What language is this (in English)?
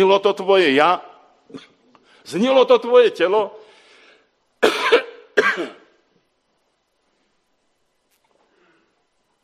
Slovak